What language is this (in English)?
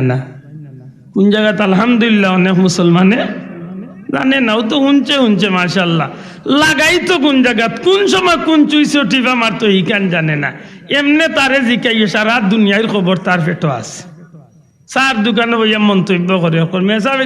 Sylheti